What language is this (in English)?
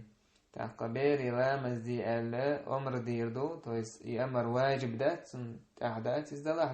Chechen